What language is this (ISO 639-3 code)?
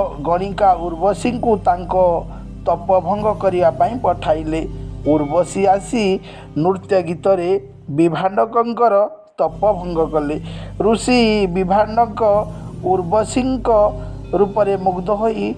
ori